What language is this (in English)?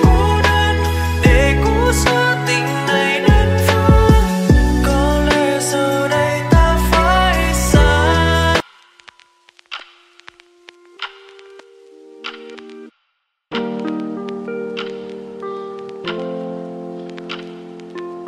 Vietnamese